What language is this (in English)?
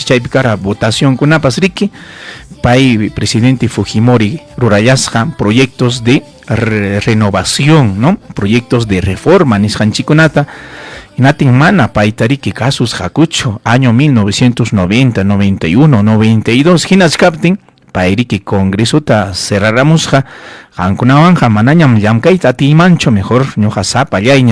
Ayacucho Quechua